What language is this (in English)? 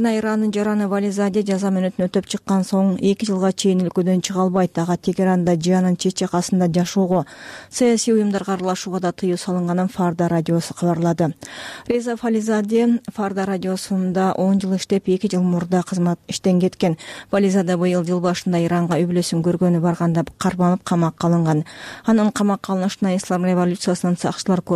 Kyrgyz